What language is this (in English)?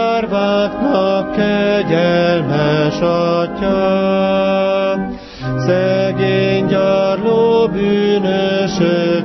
Hungarian